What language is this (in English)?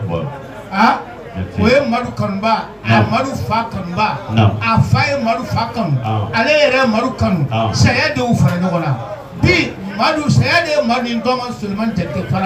Bambara